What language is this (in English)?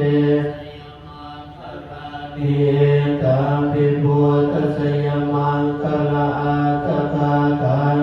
Pali